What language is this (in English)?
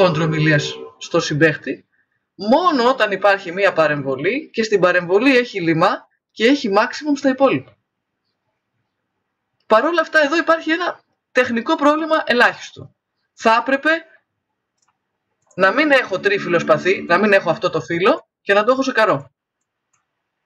Greek